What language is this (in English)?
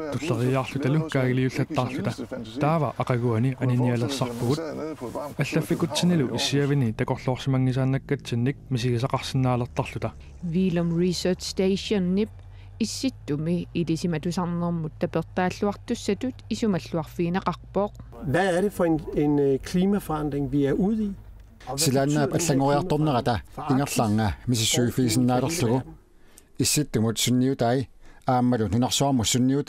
Kalaallisut